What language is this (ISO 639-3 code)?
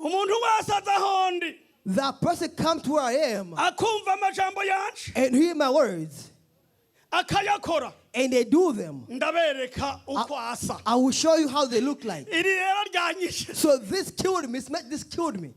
run